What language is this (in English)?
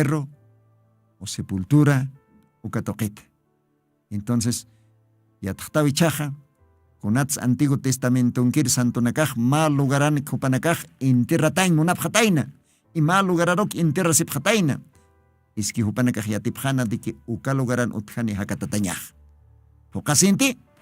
Aymara